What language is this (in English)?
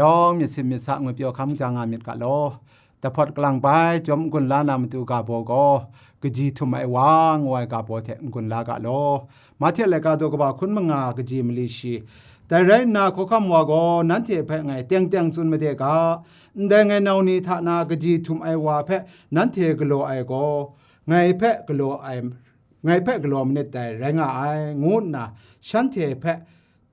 Kachin